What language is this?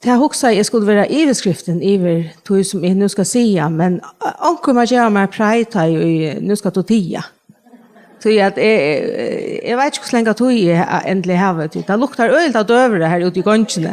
Faroese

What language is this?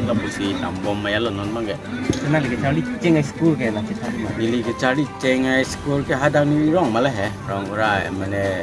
Karbi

